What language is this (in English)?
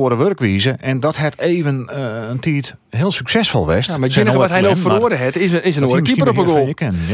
Western Frisian